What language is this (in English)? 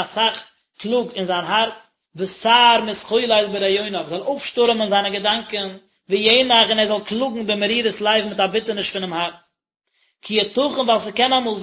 Yiddish